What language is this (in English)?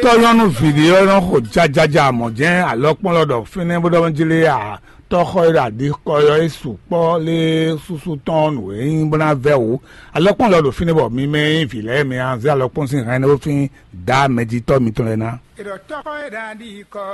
Fon